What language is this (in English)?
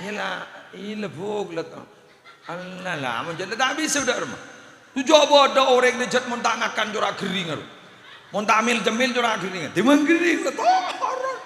Madurese